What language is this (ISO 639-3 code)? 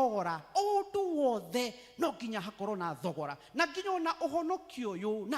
kik